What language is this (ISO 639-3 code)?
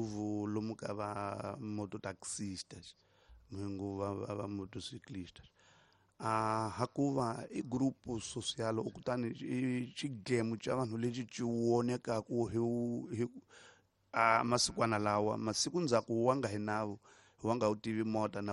tso